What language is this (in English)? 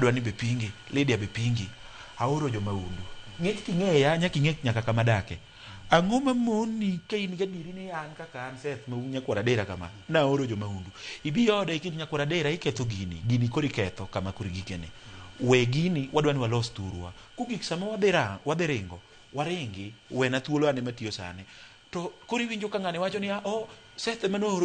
Luo (Kenya and Tanzania)